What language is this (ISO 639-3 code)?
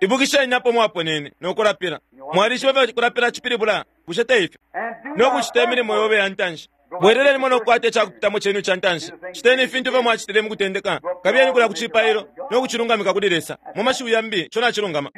bem